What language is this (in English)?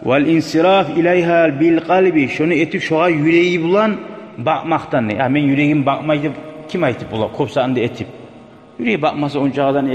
Kumyk